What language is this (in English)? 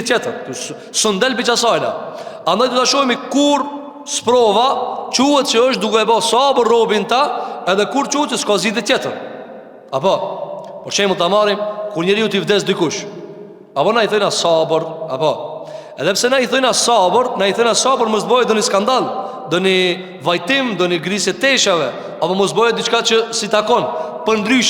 Albanian